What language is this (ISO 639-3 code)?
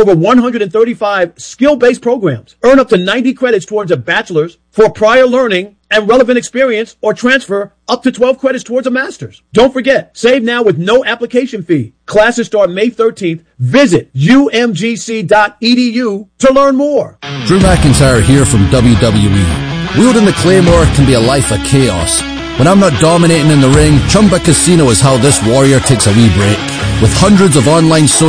eng